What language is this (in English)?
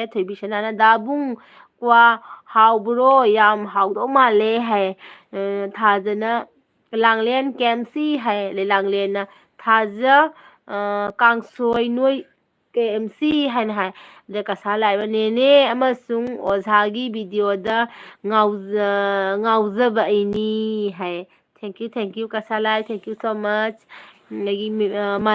Manipuri